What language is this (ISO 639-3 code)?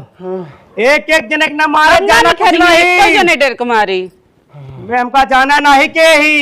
awa